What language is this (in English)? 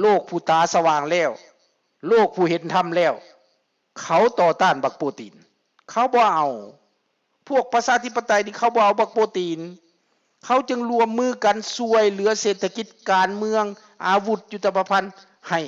Lao